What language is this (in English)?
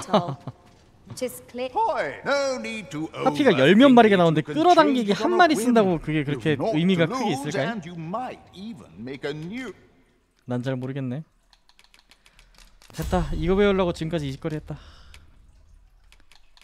Korean